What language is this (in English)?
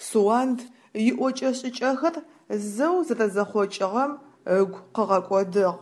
Adyghe